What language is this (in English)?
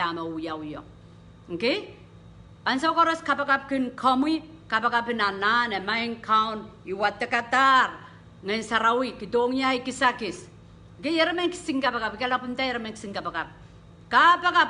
Pohnpeian